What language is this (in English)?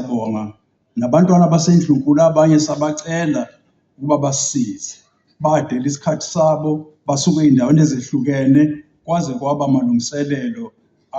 Zulu